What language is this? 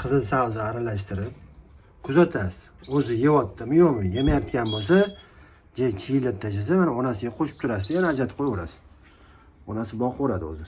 Uzbek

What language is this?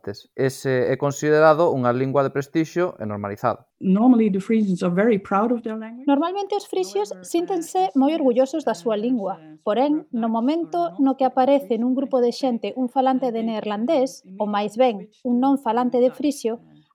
Galician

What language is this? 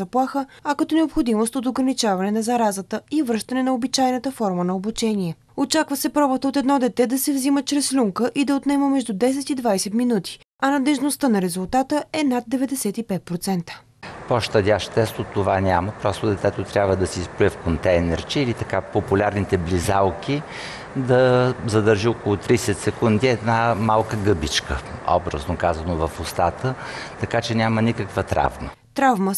Bulgarian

